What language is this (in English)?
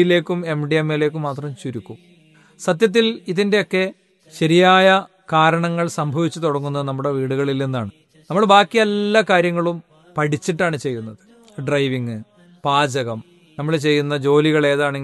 Malayalam